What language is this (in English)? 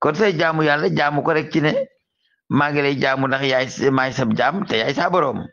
Wolof